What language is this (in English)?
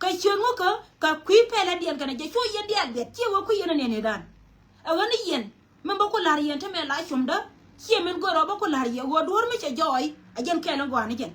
Nuer